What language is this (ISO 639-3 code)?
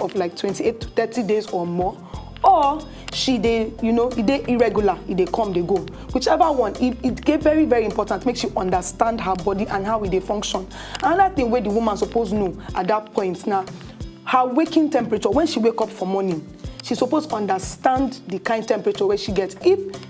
pcm